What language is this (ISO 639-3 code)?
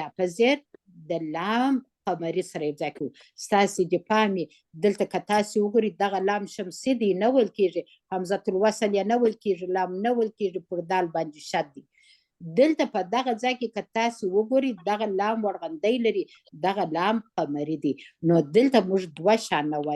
pus